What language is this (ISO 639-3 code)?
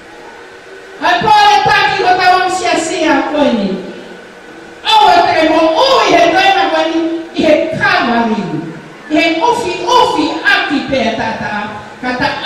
ton